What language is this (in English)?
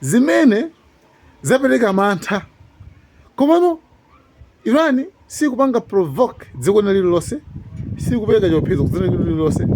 Nyanja